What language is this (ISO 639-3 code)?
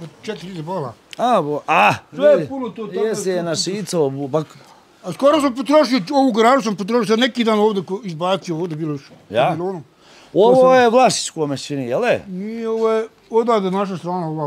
bos